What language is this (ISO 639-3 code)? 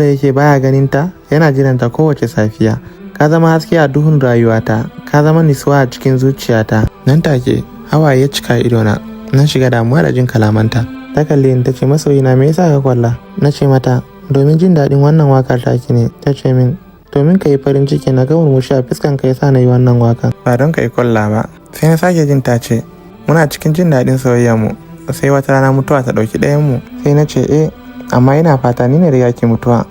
hau